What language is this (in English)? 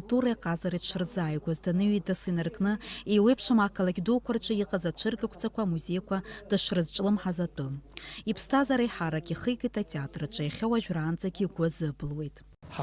Abkhazian